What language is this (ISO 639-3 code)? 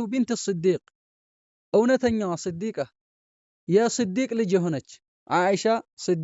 amh